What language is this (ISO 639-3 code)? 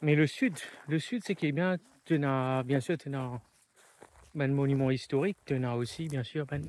mfe